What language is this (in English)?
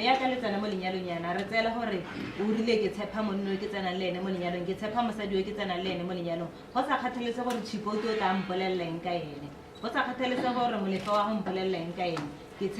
Tswana